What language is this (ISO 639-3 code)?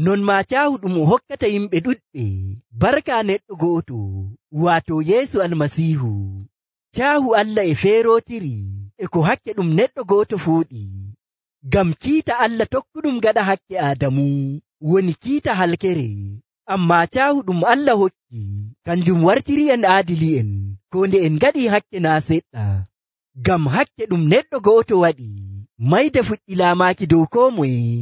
fuv